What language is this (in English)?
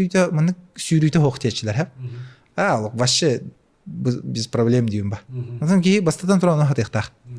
Yakut